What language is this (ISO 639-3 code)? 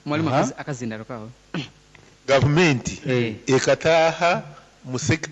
nyo